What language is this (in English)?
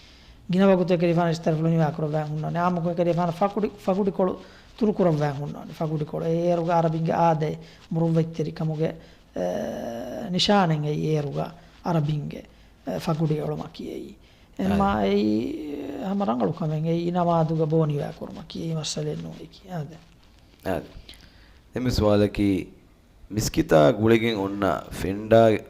Divehi